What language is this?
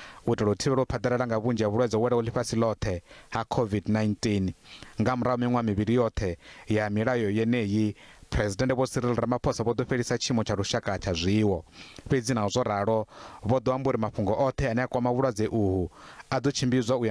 Venda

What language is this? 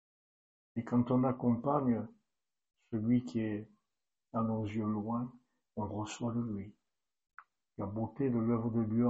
French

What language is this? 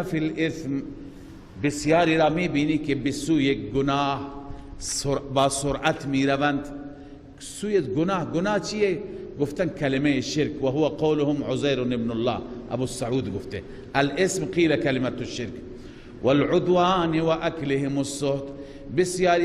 Persian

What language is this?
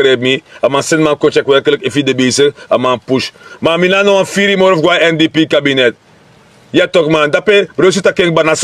Sranan Tongo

